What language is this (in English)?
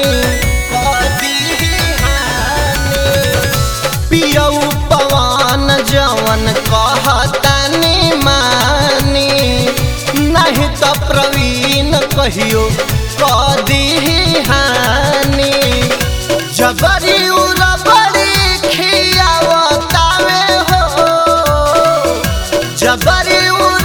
Bhojpuri